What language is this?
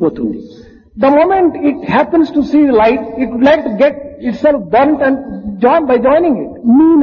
Telugu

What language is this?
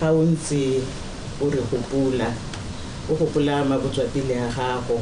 Tswana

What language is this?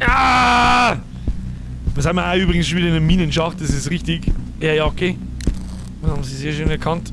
Bavarian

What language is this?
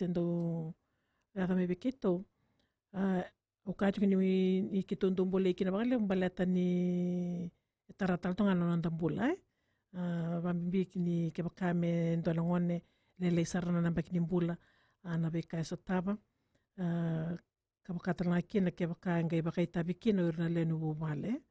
Fijian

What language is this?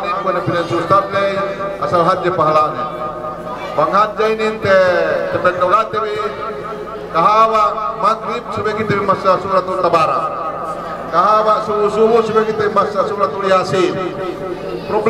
Yakan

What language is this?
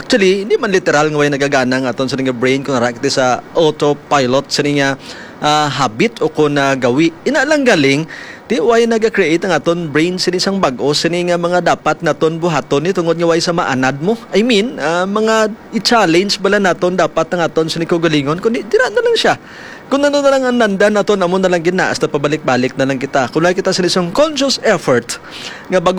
Hiligaynon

